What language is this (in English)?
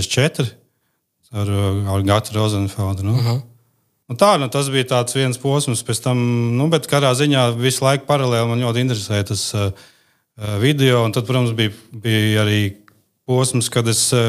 Latvian